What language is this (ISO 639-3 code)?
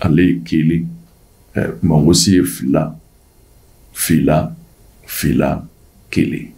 bam